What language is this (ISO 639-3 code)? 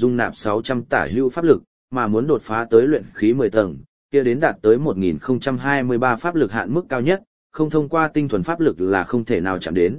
vie